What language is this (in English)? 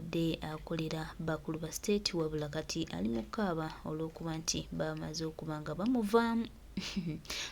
Ganda